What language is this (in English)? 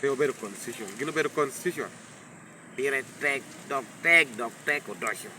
Lango (Uganda)